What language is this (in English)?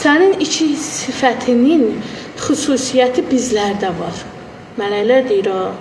Azerbaijani